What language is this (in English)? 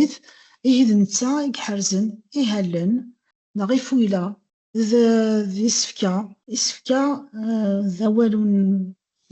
Kabyle